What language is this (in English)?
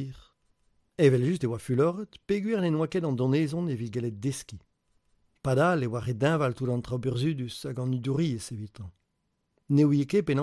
Breton